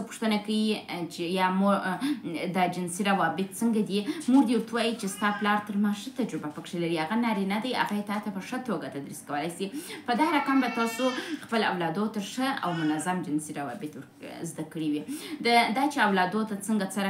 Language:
Pashto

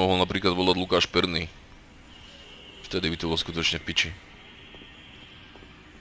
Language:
Slovak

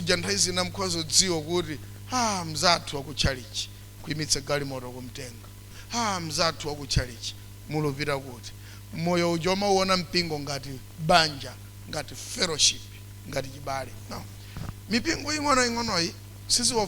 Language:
Nyanja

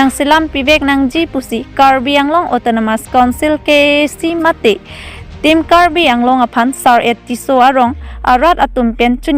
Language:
Karbi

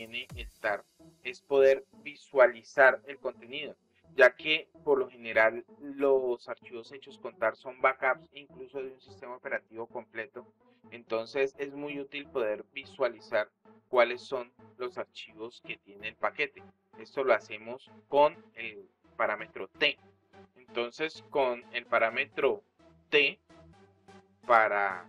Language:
Spanish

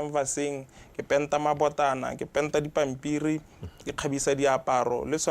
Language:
Tswana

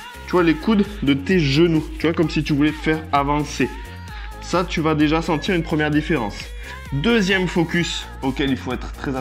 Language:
French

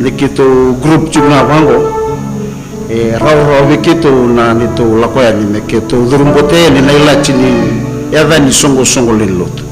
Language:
Fijian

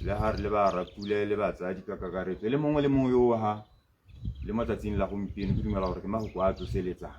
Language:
Tswana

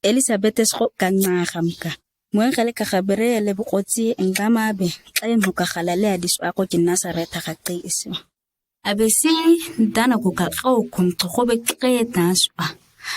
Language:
ǁGana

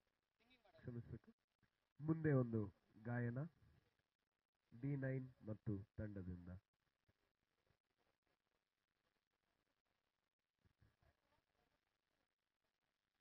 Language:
Kannada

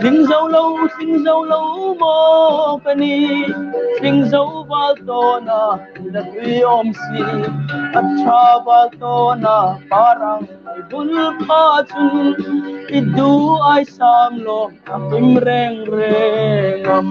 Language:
Hmar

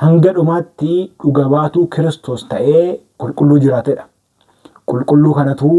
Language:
Oromo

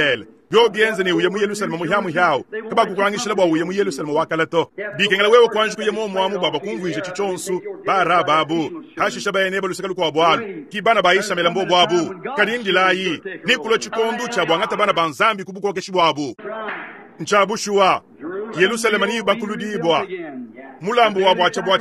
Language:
Luba-Lulua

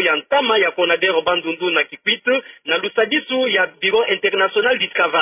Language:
Kituba (Democratic Republic of Congo)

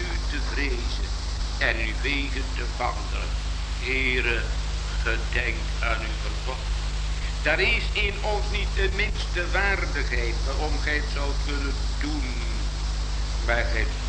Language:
Dutch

